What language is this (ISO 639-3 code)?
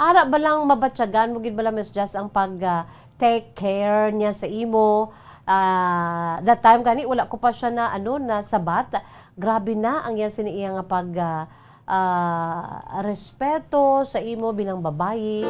hil